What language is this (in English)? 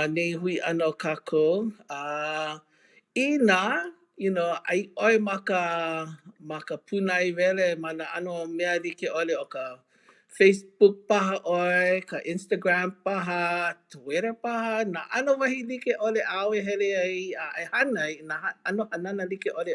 Hawaiian